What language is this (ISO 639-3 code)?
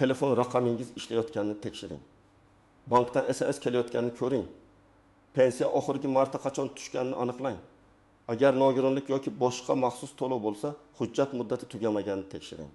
uzb